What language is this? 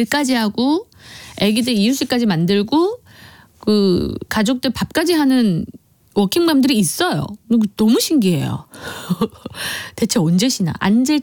Korean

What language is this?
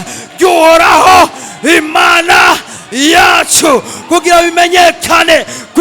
Rundi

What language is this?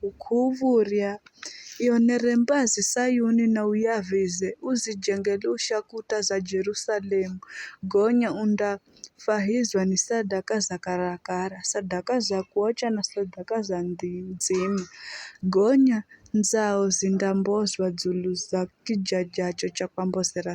Giryama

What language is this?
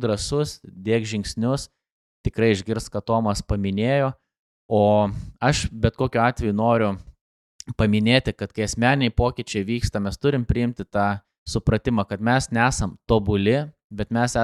Lithuanian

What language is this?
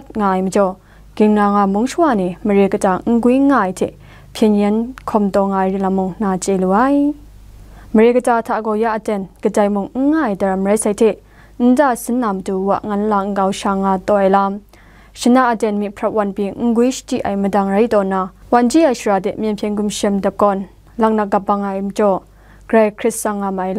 Kachin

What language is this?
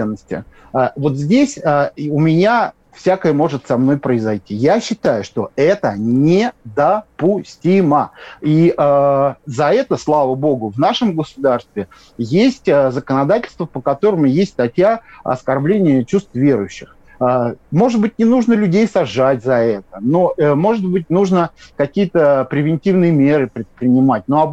Russian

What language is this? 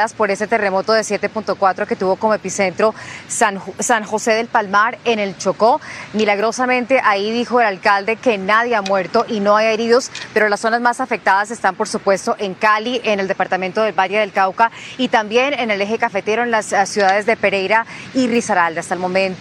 Spanish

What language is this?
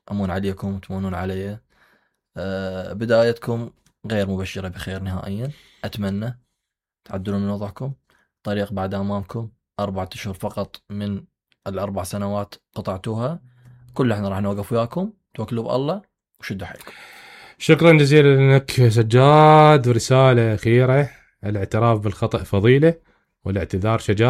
Mesopotamian Arabic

